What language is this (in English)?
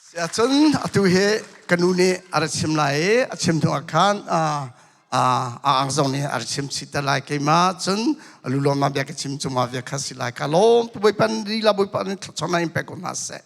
Hakha Chin